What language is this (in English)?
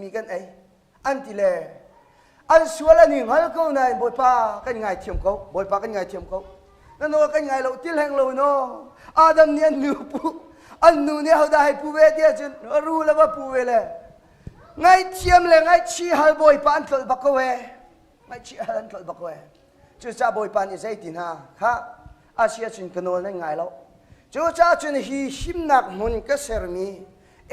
Hakha Chin